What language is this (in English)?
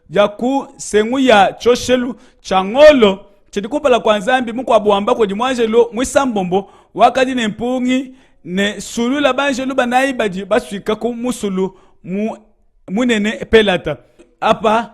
Luba-Lulua